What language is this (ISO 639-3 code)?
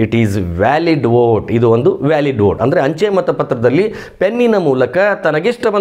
kan